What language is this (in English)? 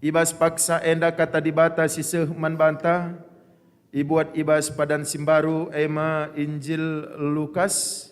Batak Karo